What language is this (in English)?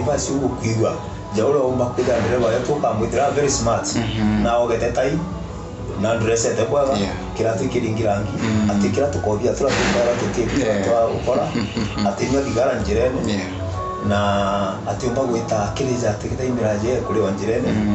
Meru